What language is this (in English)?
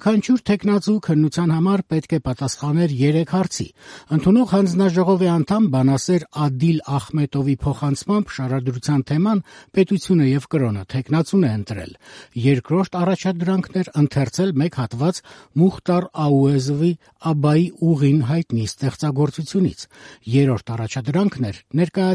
Armenian